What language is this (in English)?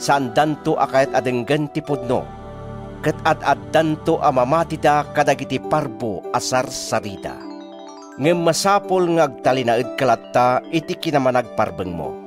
Iloko